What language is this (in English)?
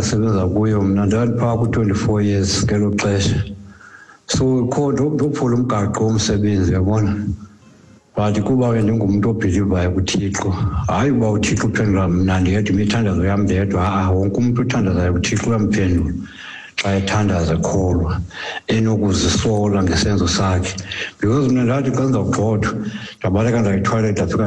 Xhosa